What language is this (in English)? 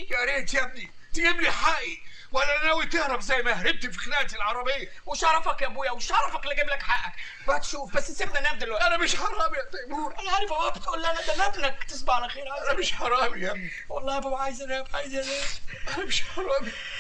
Egyptian Arabic